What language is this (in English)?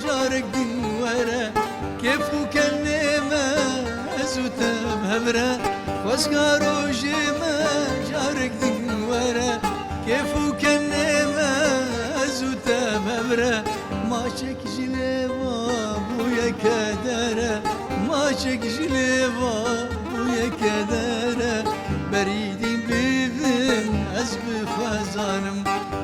Kurdish